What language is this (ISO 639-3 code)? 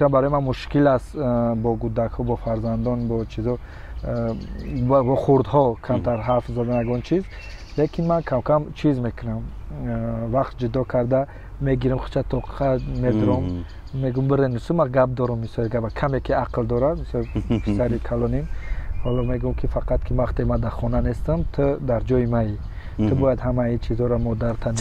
tgk